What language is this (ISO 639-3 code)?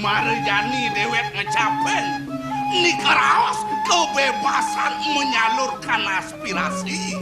ban